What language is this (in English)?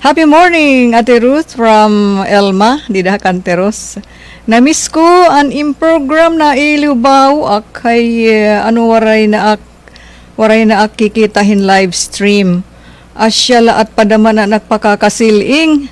Waray